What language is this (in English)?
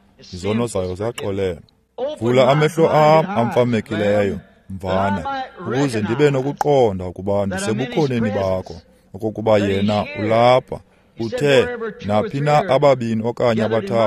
Xhosa